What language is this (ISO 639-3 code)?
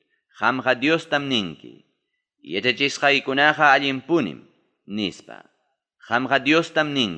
quy